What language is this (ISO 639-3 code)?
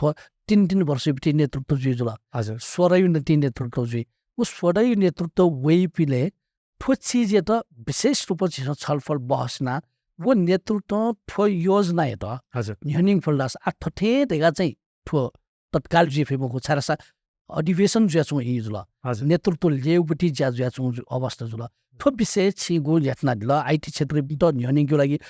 new